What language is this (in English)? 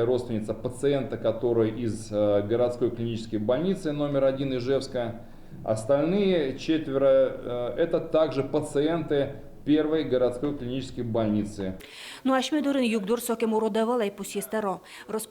Udmurt